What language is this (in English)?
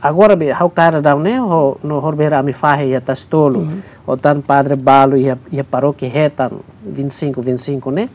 Tetum